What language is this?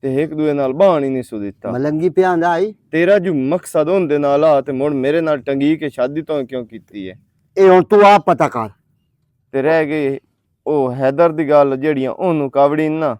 Western Panjabi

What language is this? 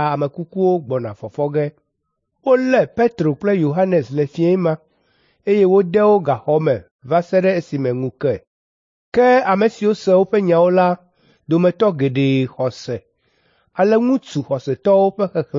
Ewe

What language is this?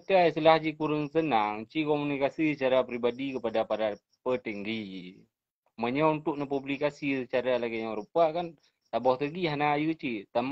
Achinese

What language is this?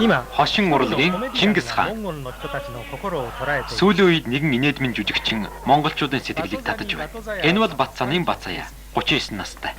Mongolian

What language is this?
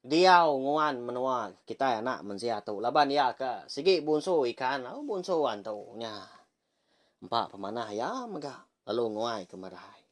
Iban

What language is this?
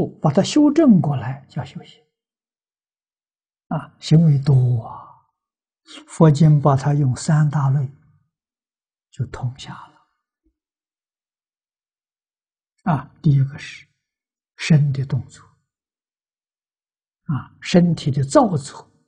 Chinese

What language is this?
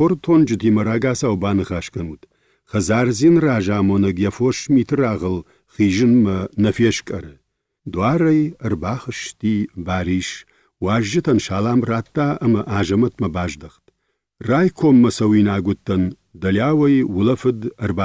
Ossetic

